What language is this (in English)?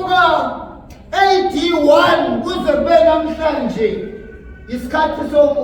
Zulu